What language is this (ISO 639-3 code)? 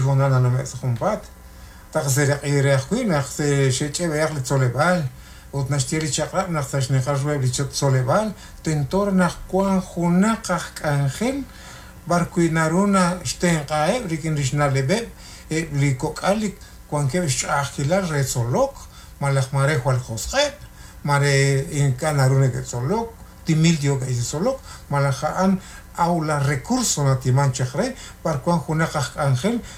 kek